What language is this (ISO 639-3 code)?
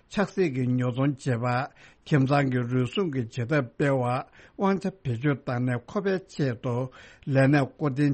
bod